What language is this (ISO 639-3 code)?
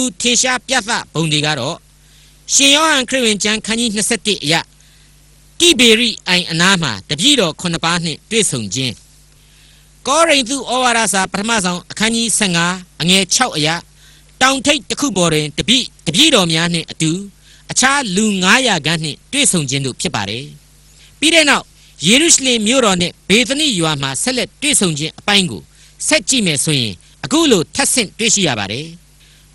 mya